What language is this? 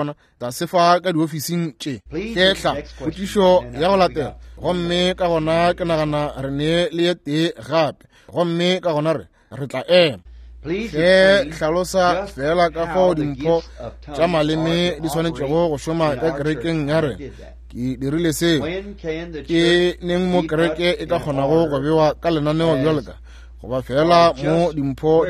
Northern Sotho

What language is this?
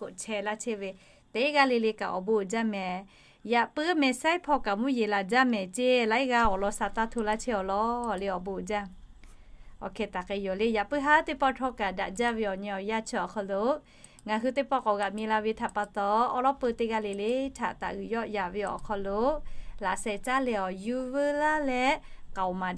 Lahu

